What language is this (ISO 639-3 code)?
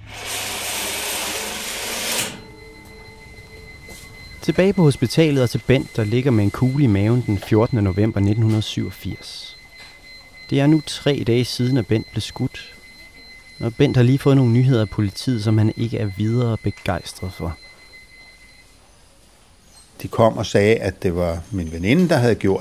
dan